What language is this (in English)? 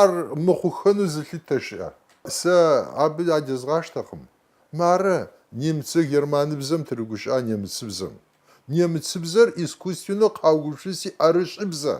Kabardian